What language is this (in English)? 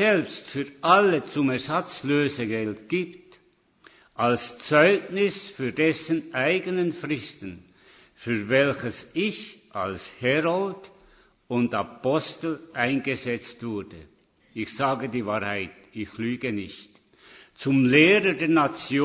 German